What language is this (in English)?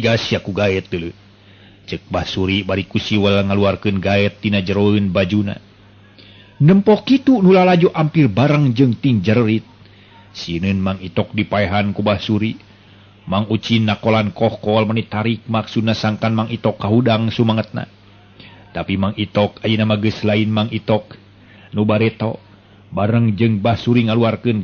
Sundanese